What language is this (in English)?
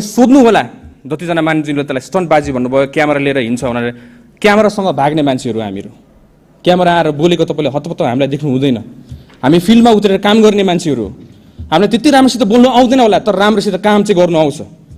Nepali